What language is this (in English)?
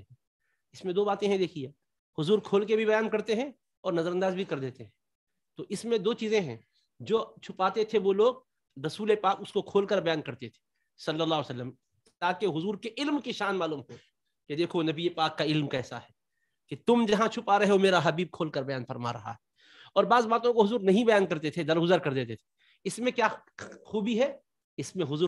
Urdu